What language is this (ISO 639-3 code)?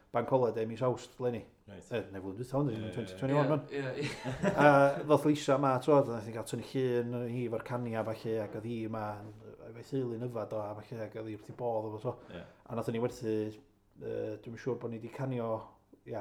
cym